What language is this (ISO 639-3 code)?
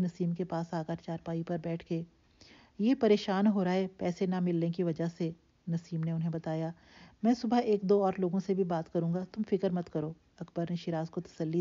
urd